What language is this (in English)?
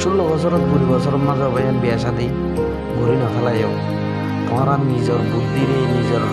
Rohingya